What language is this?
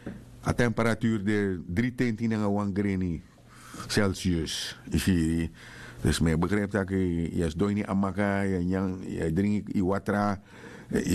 Sranan Tongo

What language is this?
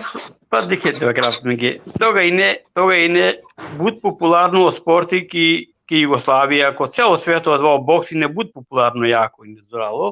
Balkan Romani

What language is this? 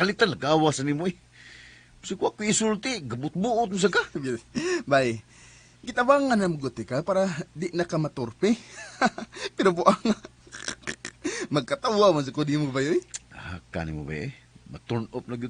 Cebuano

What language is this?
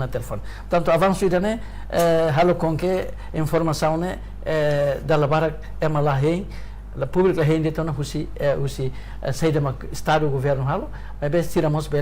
Tetum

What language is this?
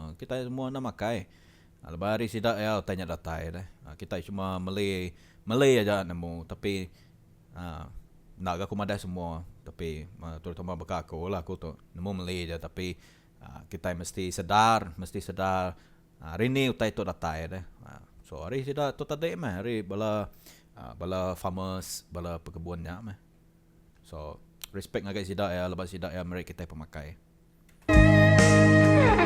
Iban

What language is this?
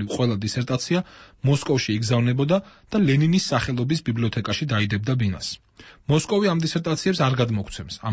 Georgian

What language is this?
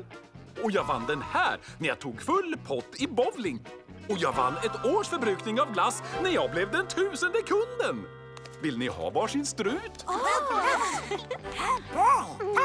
Swedish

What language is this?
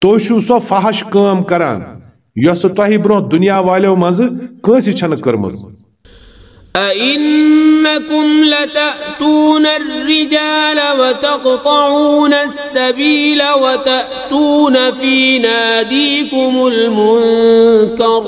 Kashmiri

